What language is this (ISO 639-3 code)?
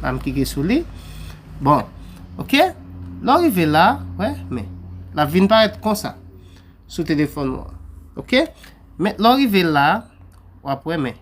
hat